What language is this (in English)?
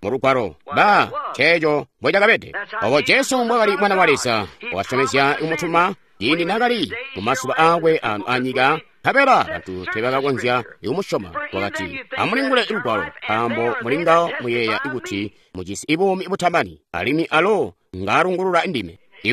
Tonga (Zambia)